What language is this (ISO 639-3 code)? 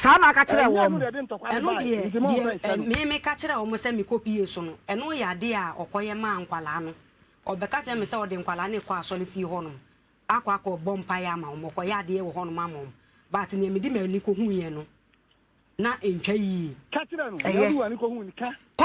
aka